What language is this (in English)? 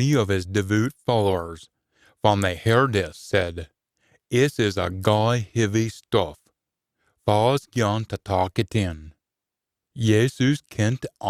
Scots